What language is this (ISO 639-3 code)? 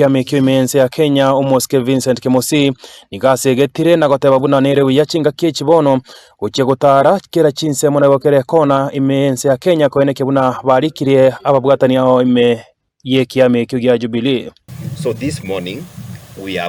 guz